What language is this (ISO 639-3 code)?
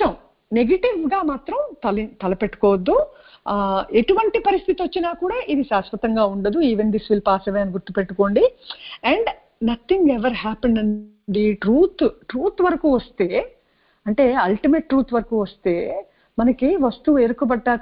tel